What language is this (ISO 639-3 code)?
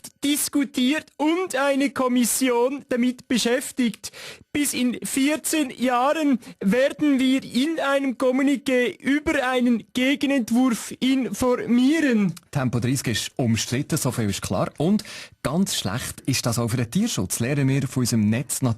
gsw